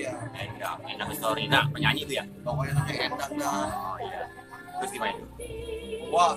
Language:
Betawi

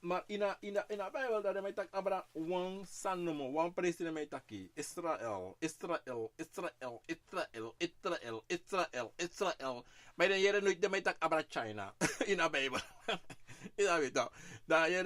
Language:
Sranan Tongo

